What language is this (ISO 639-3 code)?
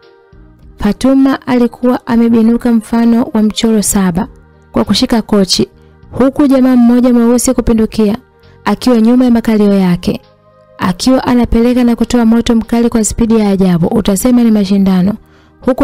swa